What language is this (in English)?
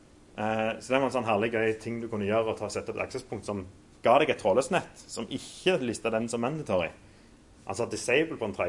Norwegian